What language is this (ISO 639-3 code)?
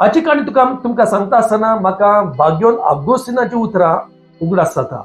kok